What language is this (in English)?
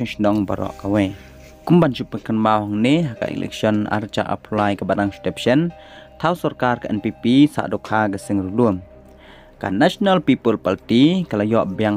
Khasi